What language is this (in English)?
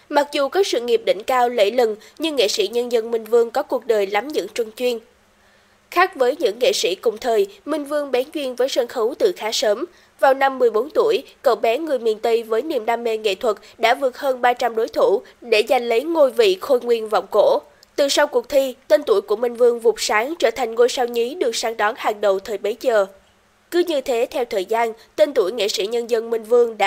Vietnamese